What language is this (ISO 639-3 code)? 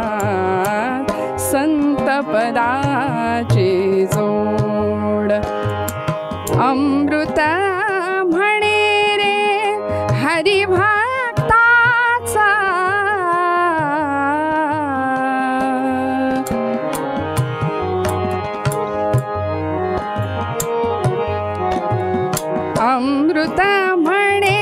mar